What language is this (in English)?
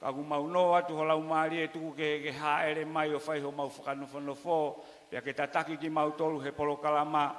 Tongan